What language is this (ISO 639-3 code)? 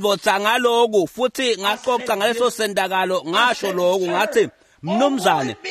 ssw